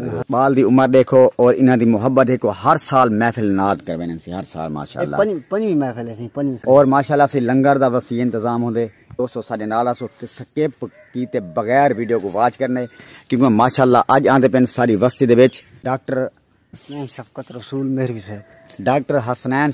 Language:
Saraiki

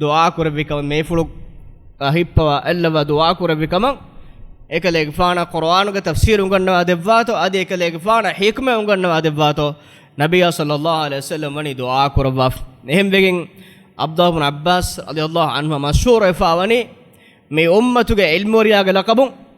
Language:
Divehi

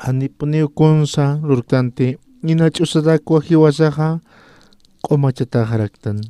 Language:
Aymara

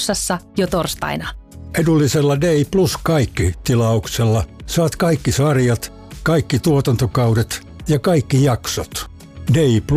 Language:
Finnish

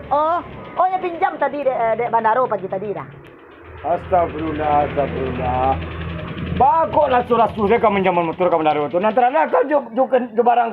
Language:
Minangkabau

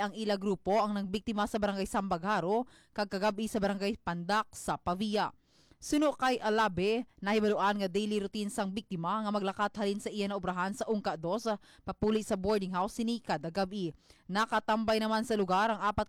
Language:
Hiligaynon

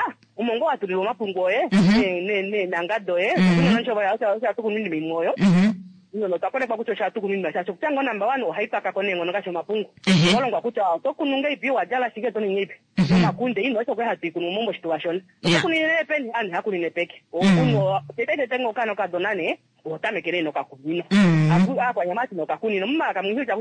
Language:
Kuanyama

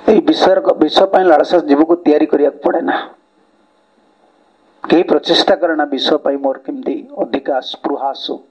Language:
Odia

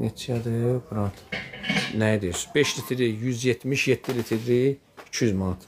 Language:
Azerbaijani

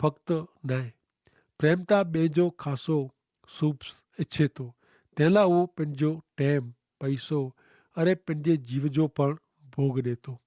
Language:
Kachhi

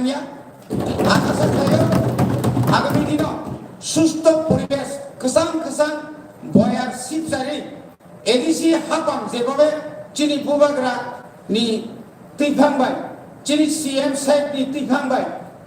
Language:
Kok Borok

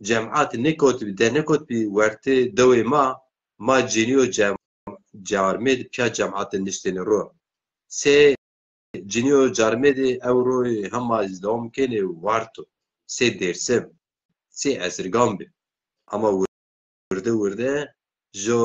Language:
Zaza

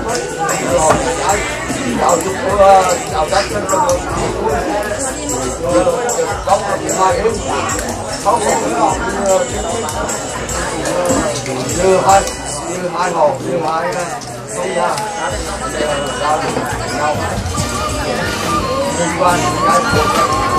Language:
Vietnamese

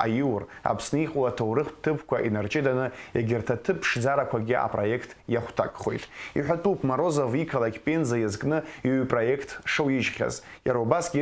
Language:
Abkhazian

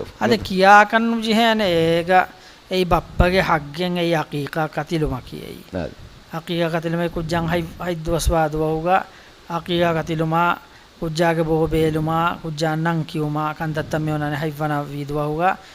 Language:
Divehi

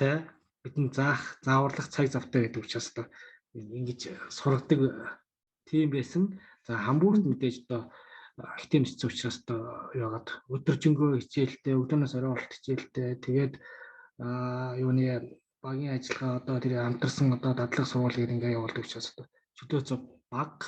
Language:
Mongolian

